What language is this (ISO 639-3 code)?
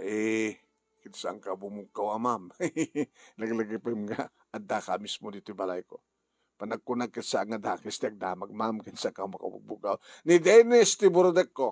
ilo